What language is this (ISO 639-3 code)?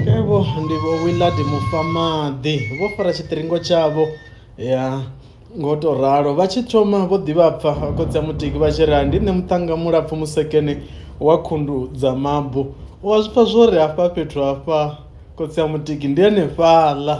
ven